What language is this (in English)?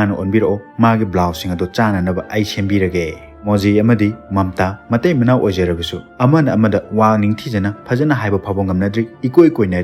Manipuri